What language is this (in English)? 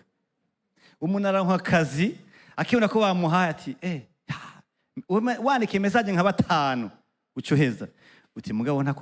Rundi